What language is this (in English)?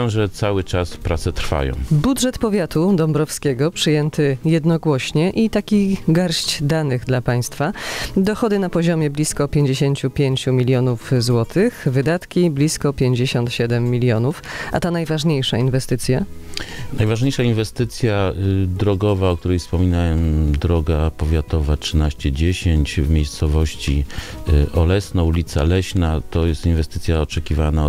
Polish